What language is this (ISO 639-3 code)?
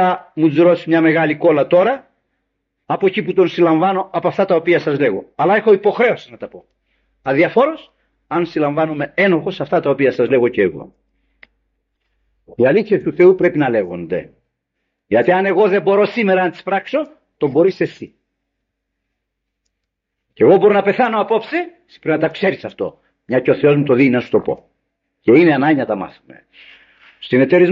ell